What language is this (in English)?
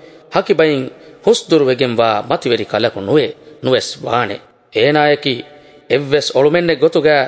Divehi